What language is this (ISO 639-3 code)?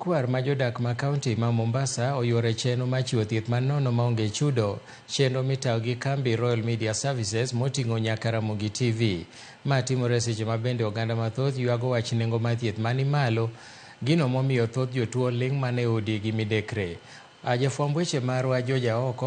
luo